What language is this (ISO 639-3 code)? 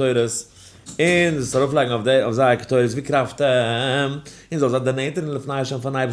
yid